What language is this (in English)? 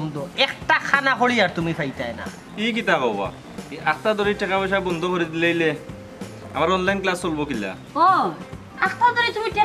Sylheti